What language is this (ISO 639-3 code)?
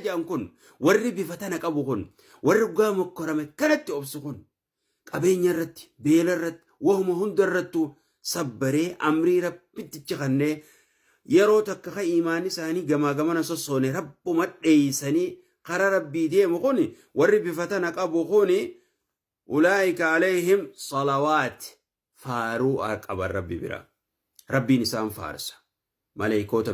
orm